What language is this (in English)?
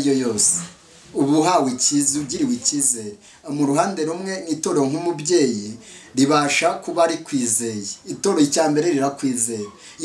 Kinyarwanda